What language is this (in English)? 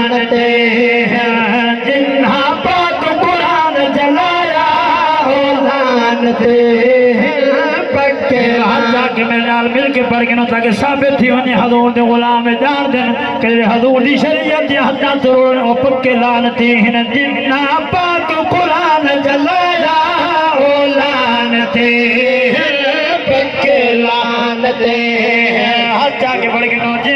Saraiki